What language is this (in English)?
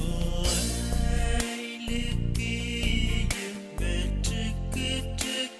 Pohnpeian